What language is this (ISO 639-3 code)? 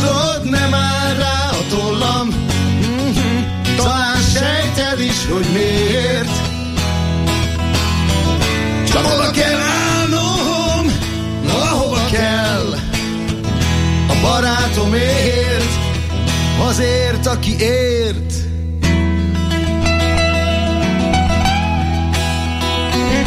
hun